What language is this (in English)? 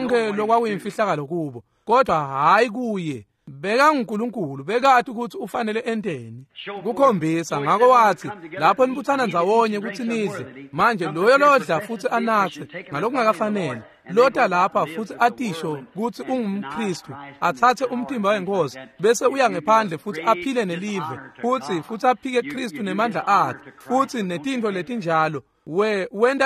Swati